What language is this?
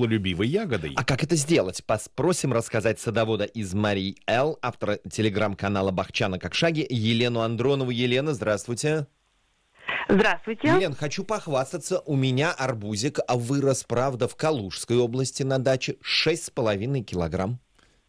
Russian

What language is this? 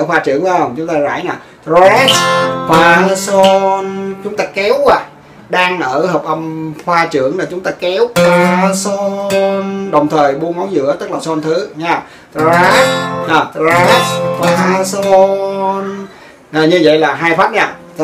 Vietnamese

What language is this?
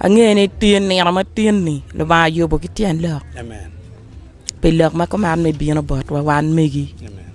Acoli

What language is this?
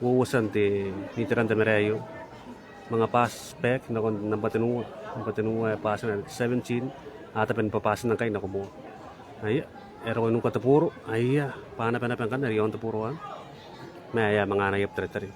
Gilbertese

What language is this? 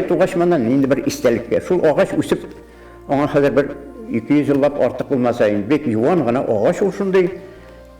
Bashkir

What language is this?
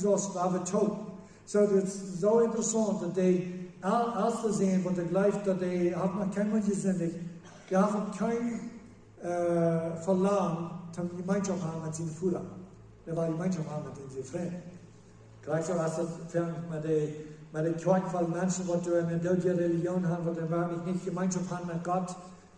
Plautdietsch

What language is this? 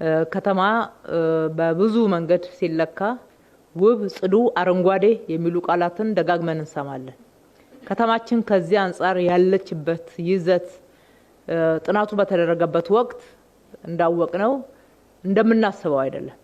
Amharic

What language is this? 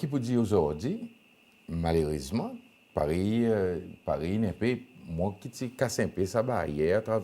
Seselwa Creole French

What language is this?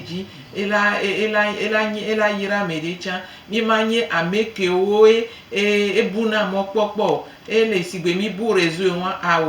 Gen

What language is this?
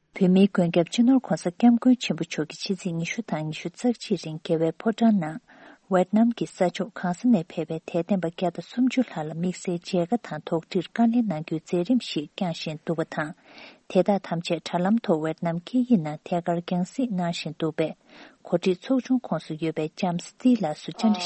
Tibetan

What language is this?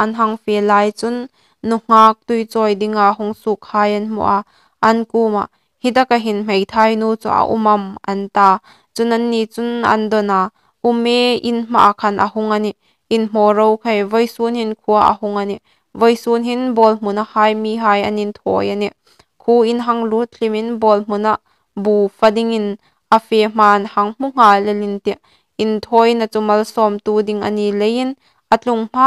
Hmar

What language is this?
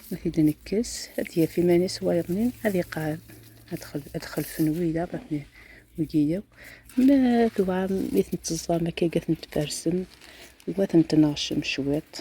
Kabyle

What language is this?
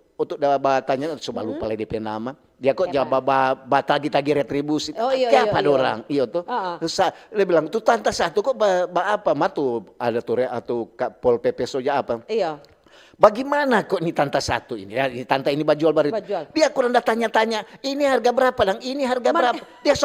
Manado Malay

